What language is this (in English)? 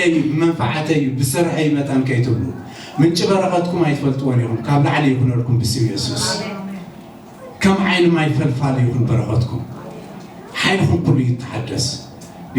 Tigrinya